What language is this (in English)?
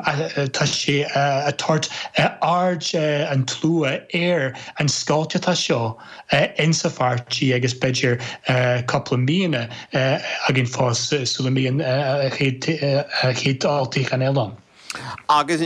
Irish